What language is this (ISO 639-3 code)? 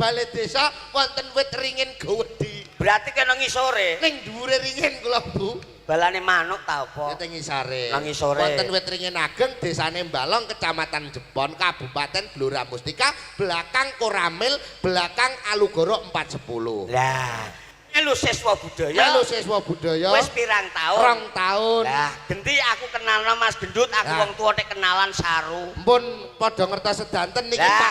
jav